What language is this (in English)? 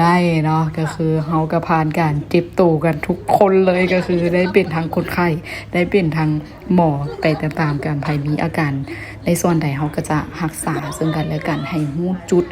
Lao